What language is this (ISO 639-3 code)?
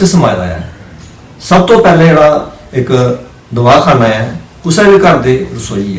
doi